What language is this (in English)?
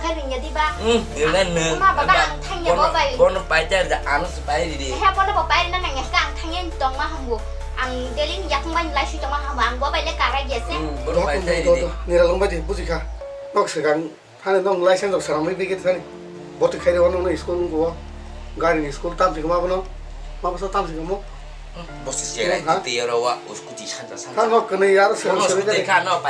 Kok Borok